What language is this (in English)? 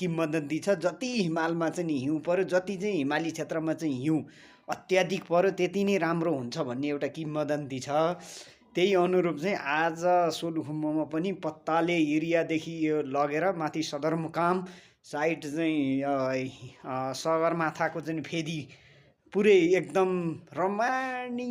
Nepali